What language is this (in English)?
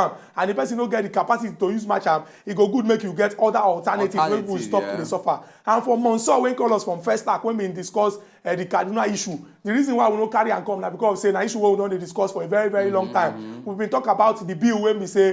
Nigerian Pidgin